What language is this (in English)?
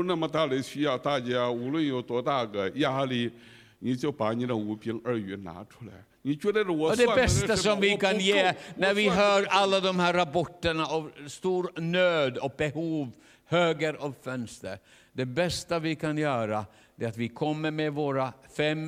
Swedish